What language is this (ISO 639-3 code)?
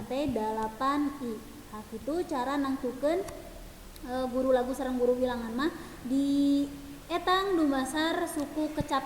sun